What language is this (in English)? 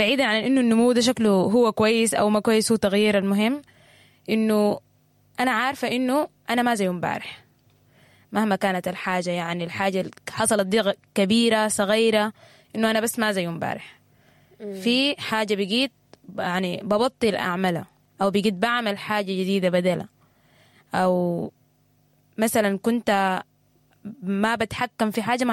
Sudanese Arabic